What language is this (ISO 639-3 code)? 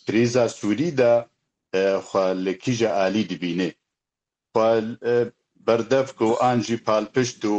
kur